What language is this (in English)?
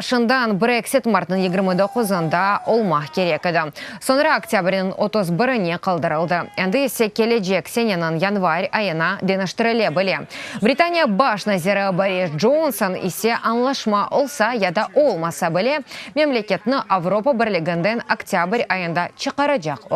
Crimean Tatar